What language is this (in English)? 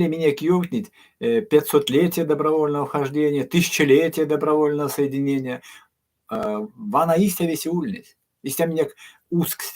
Erzya